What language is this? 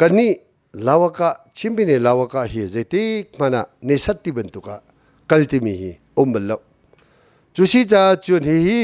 Hakha Chin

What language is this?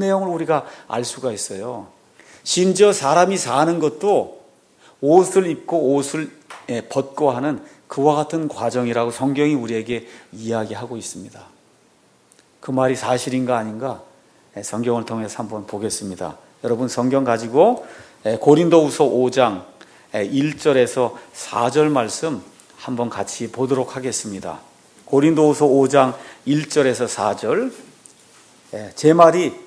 Korean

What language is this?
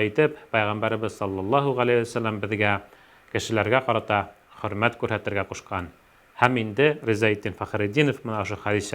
Bashkir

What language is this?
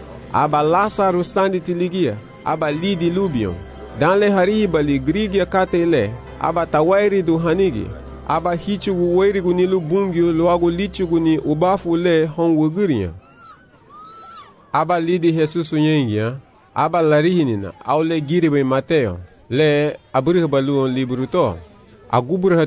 Garifuna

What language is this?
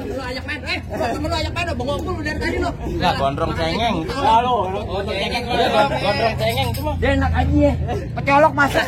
Betawi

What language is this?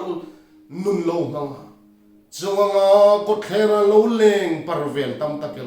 Hmar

